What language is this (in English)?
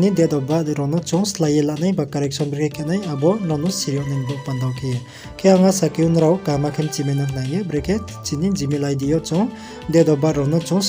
Riang (India)